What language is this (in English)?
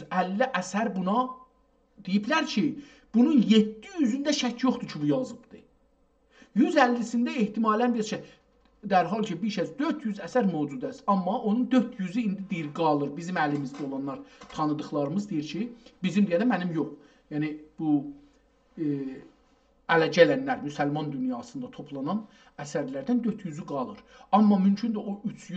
South Azerbaijani